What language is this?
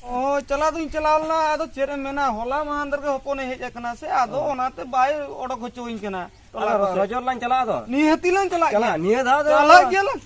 Santali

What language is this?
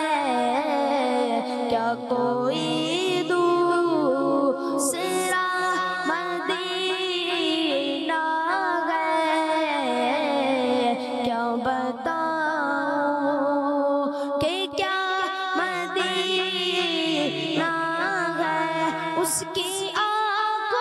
Hindi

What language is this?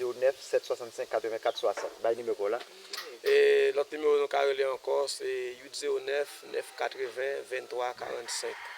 Haitian Creole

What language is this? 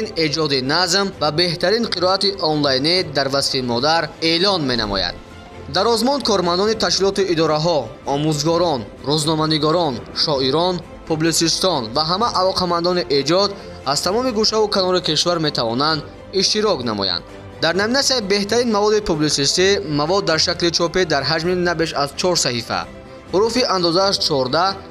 Tajik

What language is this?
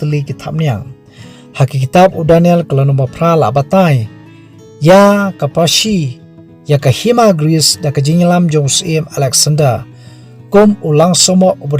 Khasi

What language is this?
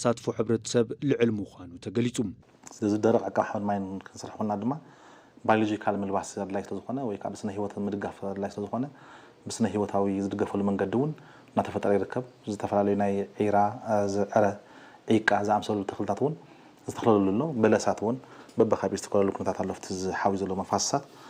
Tigrinya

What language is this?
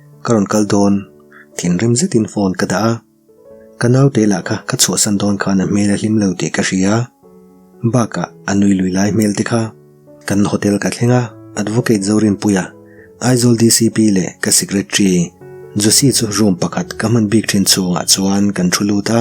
Mizo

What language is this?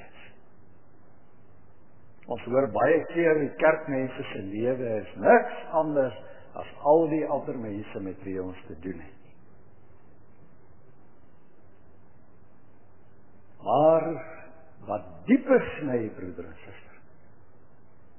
Afrikaans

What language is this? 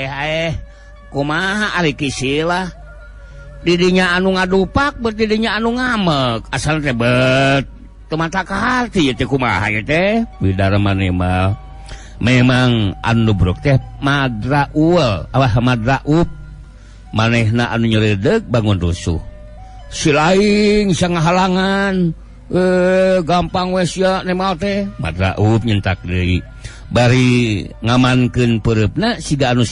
Sundanese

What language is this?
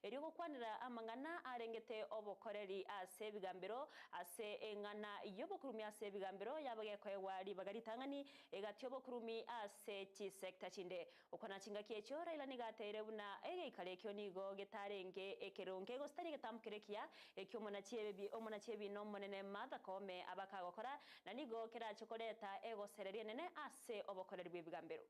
Gusii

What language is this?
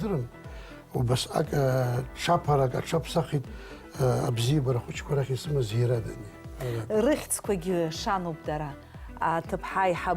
Abkhazian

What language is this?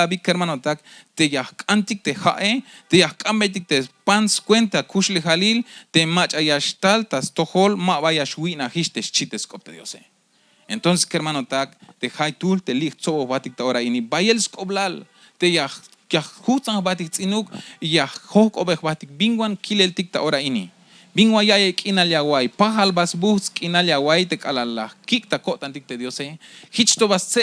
Tzeltal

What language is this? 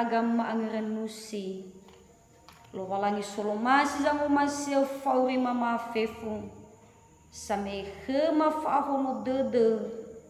Nias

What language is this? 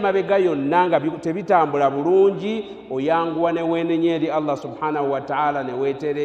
Ganda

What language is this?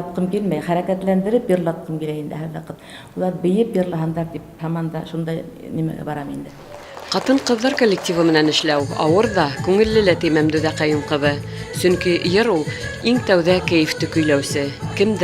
Bashkir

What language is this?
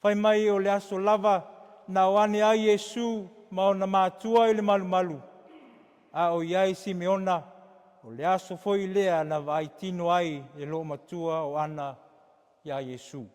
Samoan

